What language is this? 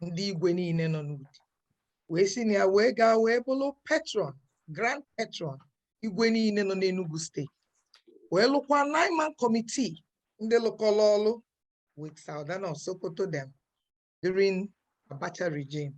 Igbo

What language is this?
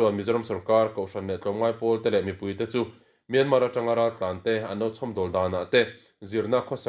Mizo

